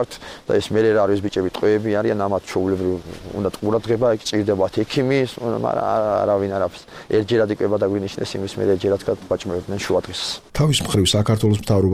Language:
Georgian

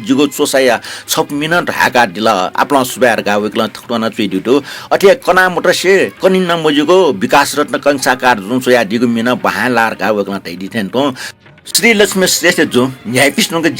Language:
Newari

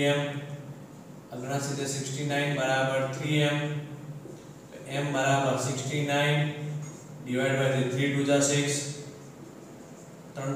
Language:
Gujarati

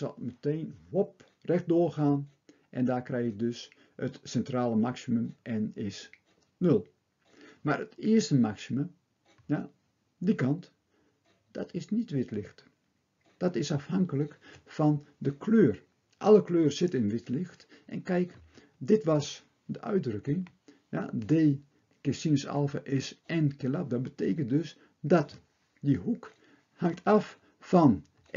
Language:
Dutch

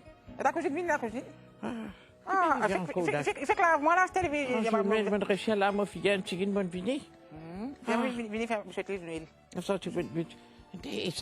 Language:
Morisyen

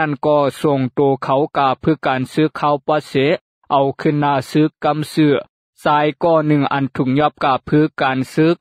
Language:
Lao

